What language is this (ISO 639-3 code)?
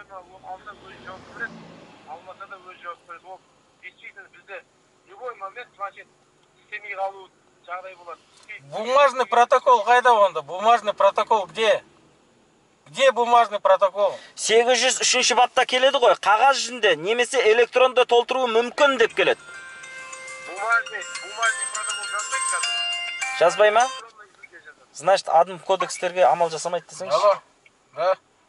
kaz